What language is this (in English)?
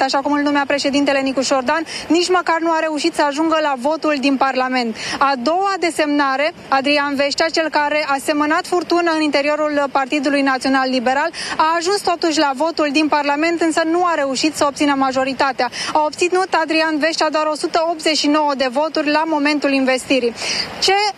Romanian